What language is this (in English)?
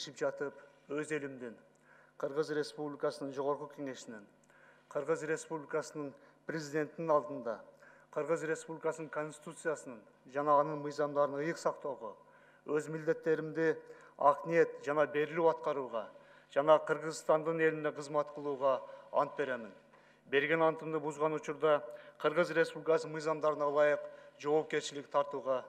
Kyrgyz